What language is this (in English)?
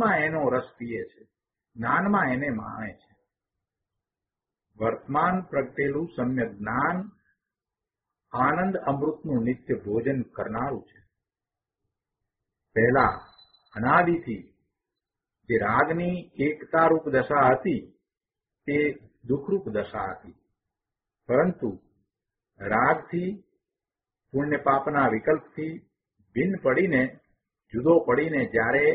Gujarati